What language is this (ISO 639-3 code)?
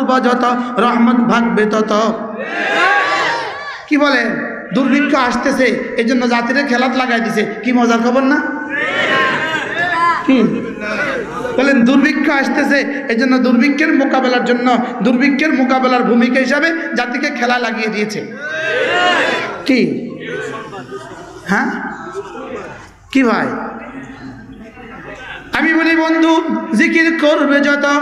ben